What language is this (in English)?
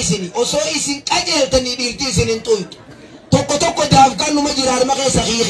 Oromo